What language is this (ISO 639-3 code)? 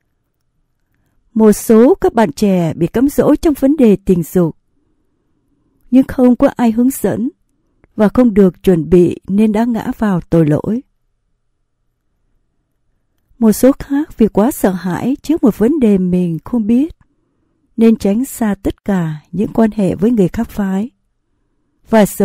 vie